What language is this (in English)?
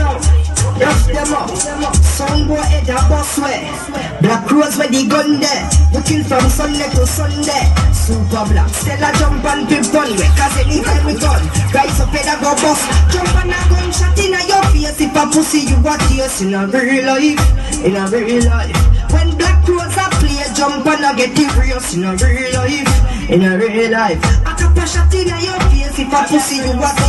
Jamaican Creole English